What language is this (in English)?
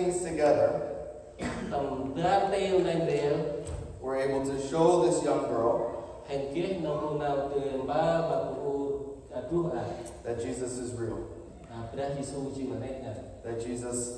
Central Mnong